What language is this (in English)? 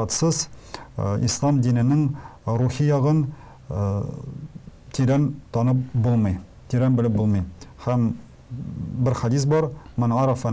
Tatar